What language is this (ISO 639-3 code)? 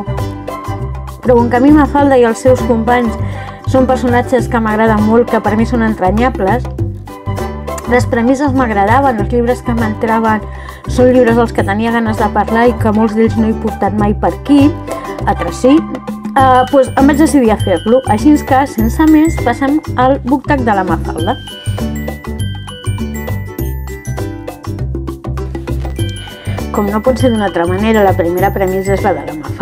cat